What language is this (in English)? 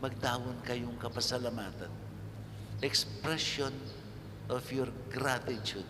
Pampanga